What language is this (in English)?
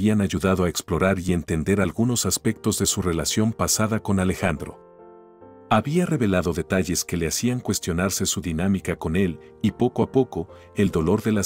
Spanish